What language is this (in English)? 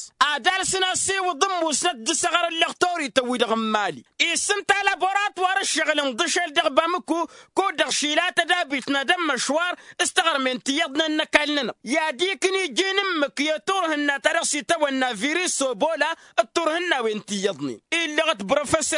Tamasheq